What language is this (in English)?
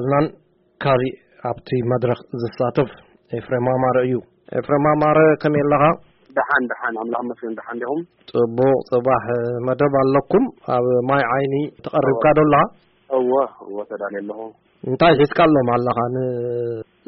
Tigrinya